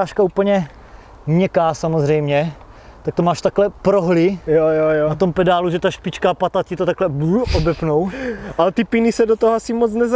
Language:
Czech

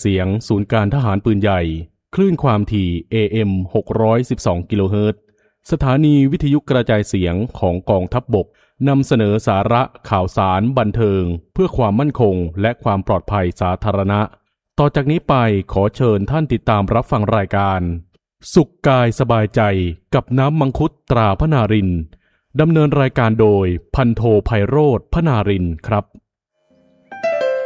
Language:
Thai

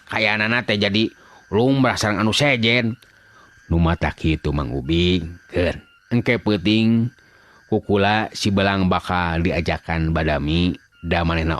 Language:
Sundanese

